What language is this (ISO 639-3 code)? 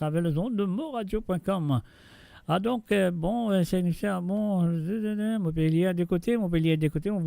mfe